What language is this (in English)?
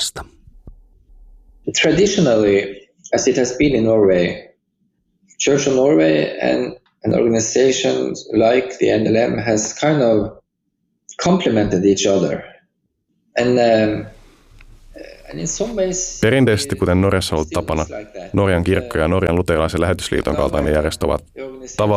Finnish